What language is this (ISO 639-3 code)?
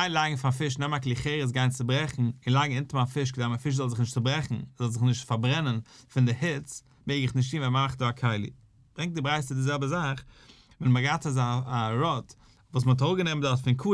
yid